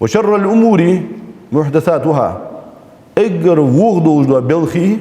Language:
Ingush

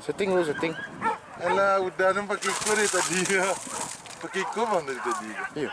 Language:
Minangkabau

